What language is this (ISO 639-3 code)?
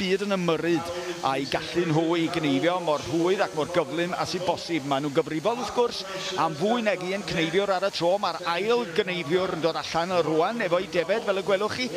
cym